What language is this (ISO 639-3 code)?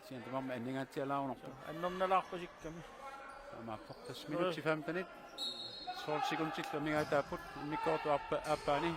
kal